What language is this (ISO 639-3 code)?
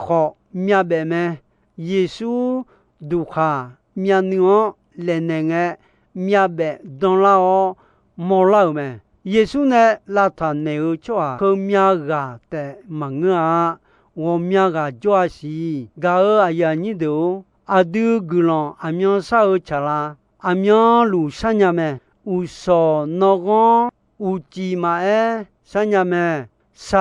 ahk